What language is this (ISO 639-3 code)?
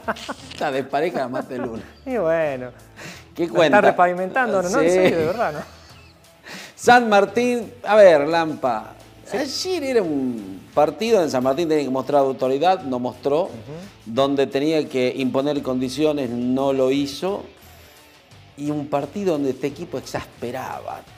spa